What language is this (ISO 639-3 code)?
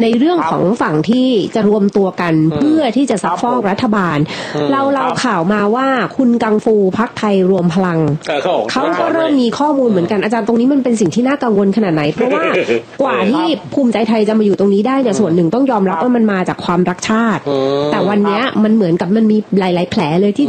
tha